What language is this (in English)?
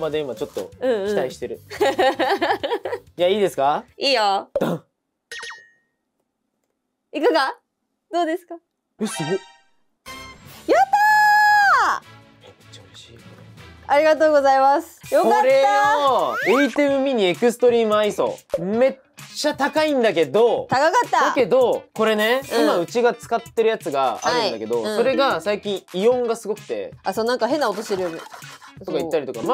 Japanese